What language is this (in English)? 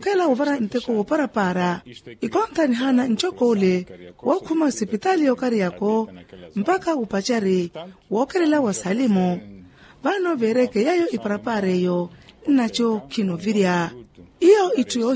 Makhuwa